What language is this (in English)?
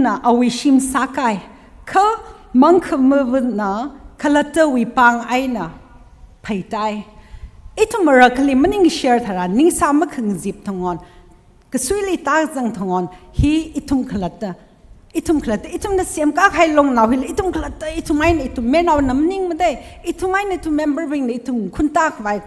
Tangkhul Naga (India)